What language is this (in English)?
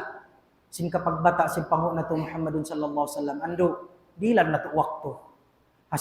Tausug